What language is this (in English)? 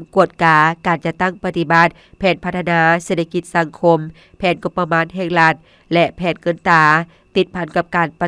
Lao